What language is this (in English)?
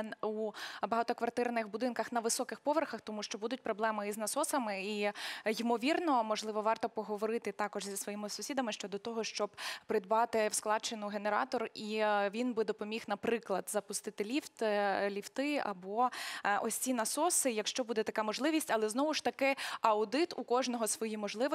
Ukrainian